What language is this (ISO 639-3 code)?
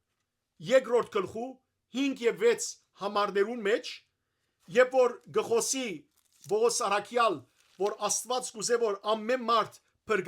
hyw